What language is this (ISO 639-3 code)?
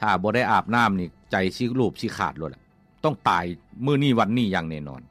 lao